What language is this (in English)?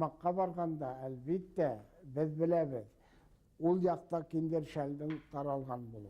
Bashkir